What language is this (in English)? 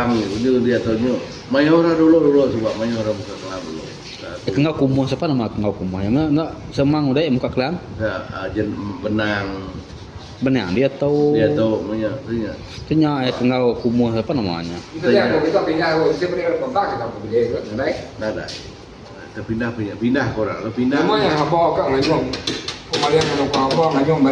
Iban